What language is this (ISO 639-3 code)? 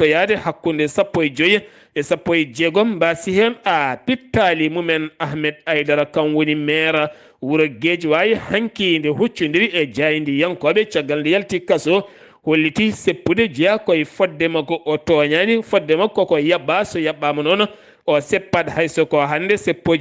ful